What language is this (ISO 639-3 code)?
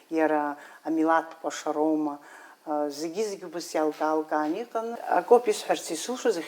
abk